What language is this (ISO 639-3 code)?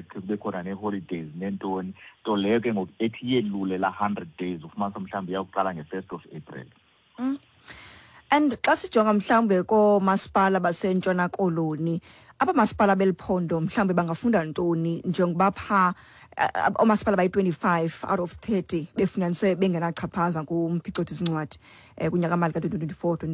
xho